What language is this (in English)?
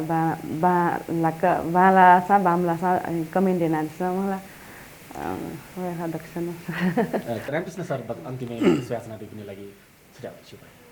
Newari